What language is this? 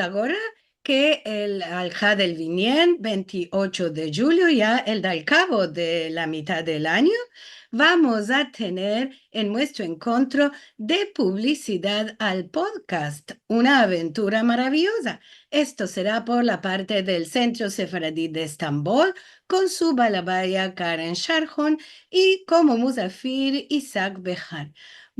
Ladino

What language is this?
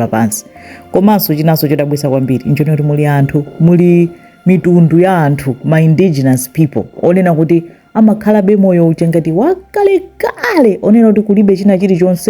Nyanja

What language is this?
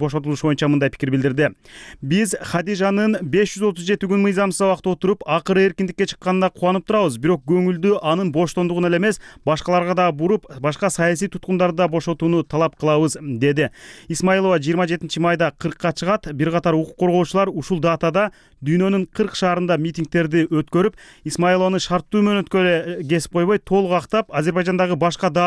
Kyrgyz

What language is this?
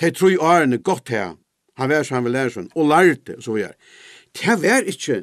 Faroese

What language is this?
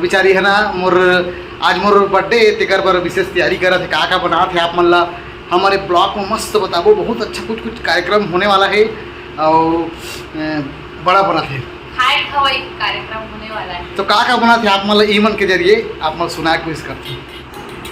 Chhattisgarhi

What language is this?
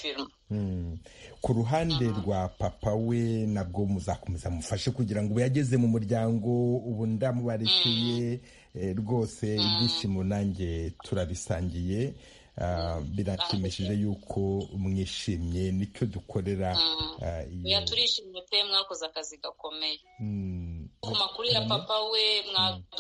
Kinyarwanda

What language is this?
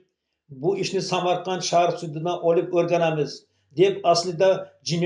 Uzbek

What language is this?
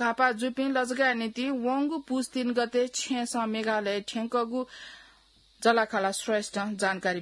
Newari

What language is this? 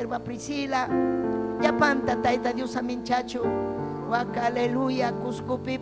Ayacucho Quechua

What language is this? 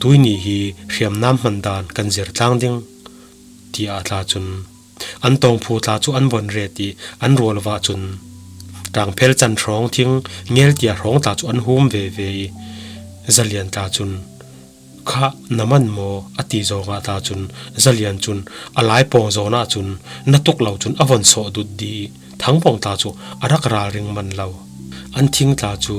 Falam Chin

